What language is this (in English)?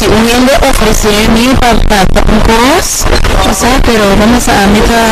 Papiamento